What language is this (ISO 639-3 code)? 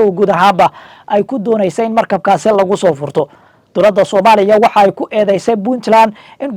som